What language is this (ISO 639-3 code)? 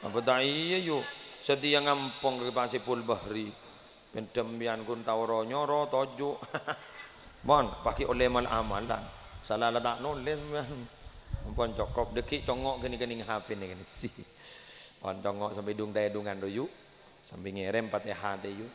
mad